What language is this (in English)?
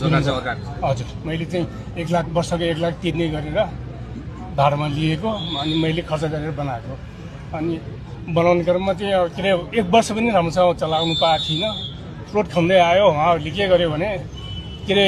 Nepali